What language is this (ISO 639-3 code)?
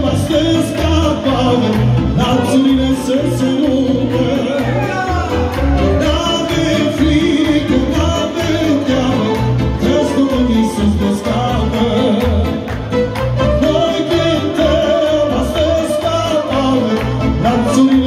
ron